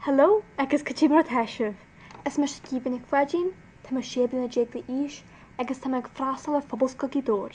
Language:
Irish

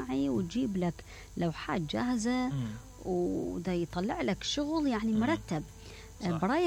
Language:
Mesopotamian Arabic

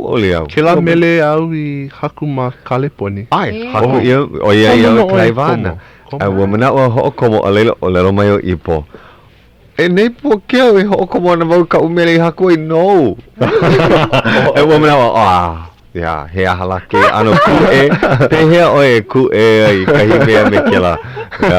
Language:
Hawaiian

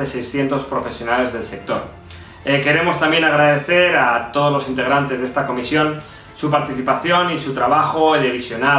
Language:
Spanish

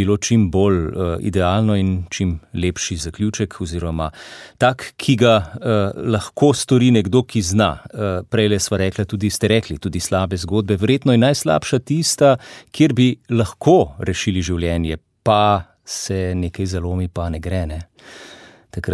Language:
Slovenian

